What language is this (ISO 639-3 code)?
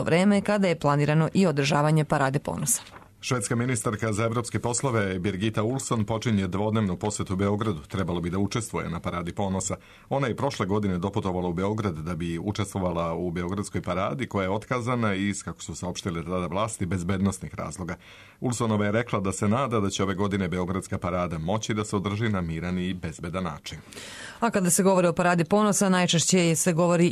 srp